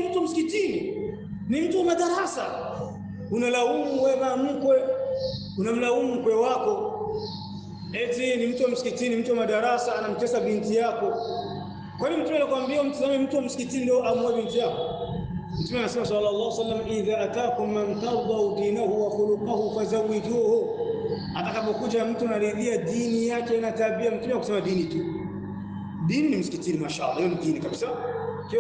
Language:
Swahili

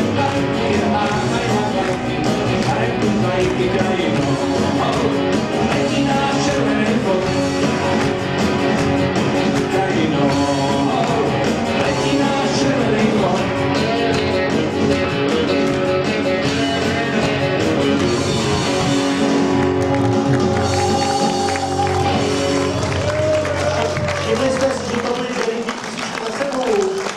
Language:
Czech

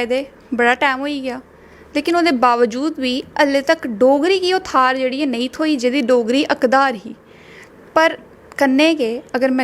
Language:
Dogri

